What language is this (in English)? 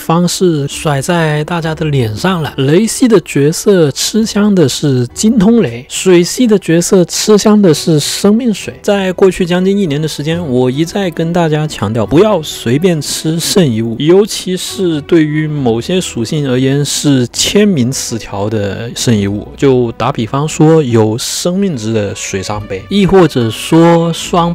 Chinese